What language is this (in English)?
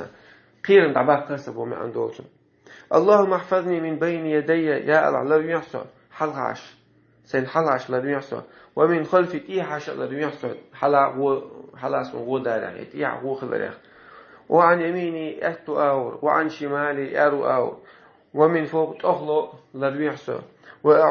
Chechen